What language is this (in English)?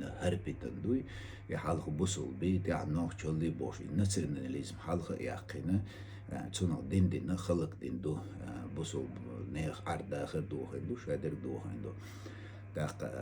Chechen